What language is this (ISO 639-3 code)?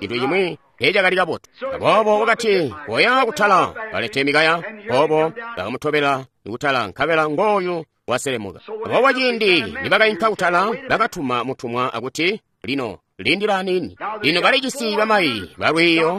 toi